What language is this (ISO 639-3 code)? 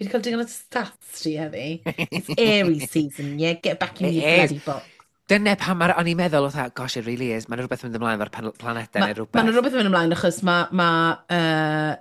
cym